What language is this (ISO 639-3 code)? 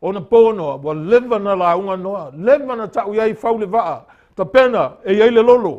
smo